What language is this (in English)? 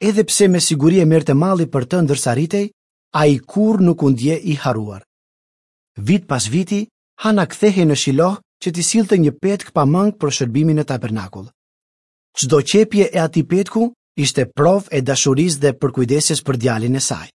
Albanian